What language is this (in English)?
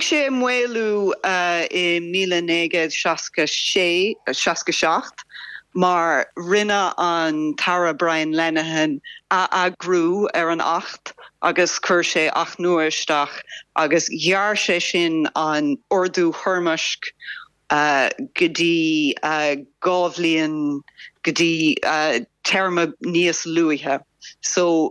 Irish